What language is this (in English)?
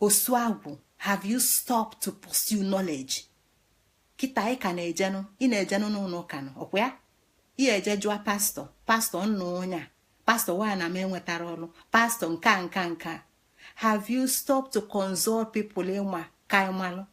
Igbo